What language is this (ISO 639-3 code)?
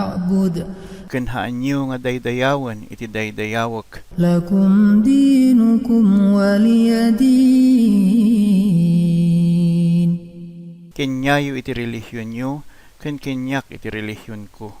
ilo